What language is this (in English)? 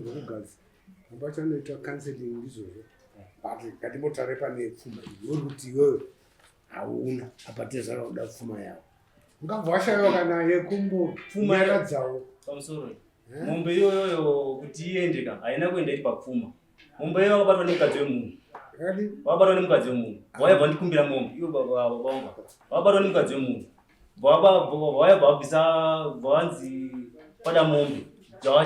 Shona